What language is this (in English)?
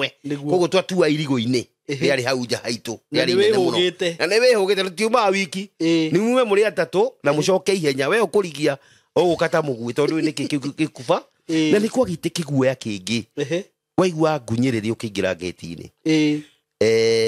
Kikuyu